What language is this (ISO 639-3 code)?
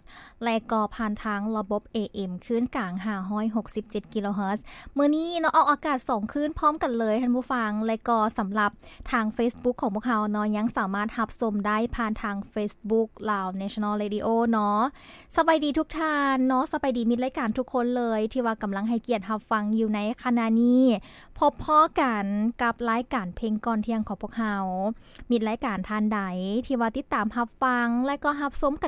lao